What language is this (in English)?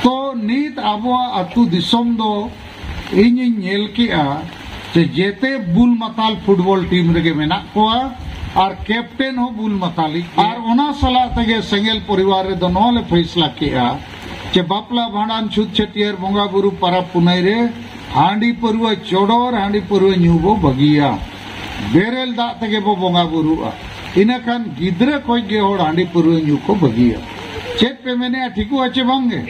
Santali